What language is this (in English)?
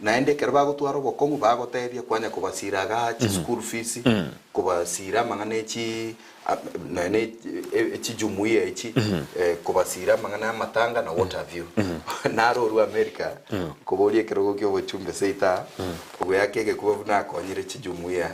Gusii